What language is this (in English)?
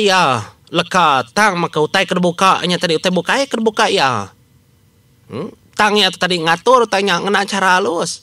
Iban